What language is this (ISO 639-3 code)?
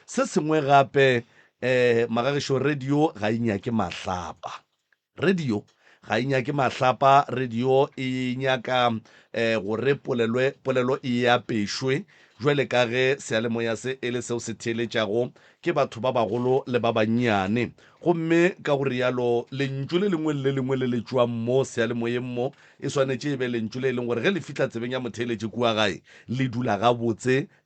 nso